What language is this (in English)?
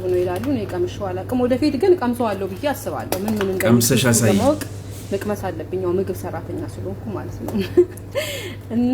Amharic